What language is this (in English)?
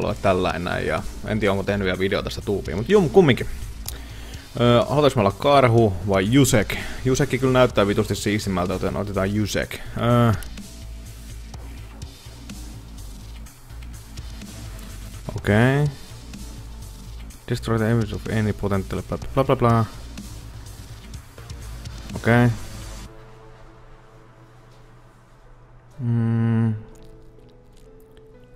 Finnish